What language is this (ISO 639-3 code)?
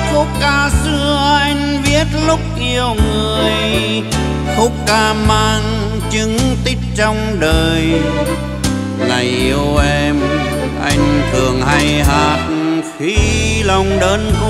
vie